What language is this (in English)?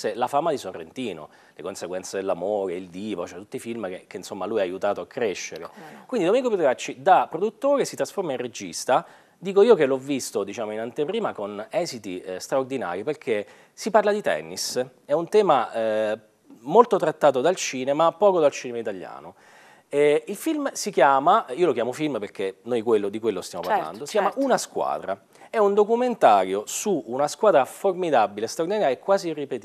Italian